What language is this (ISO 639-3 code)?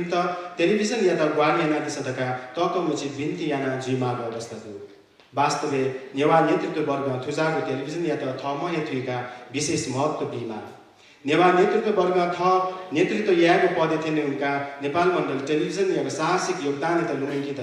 new